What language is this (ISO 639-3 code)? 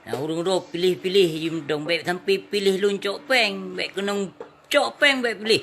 ace